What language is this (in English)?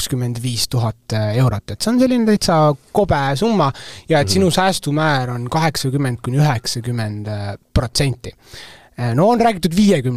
Estonian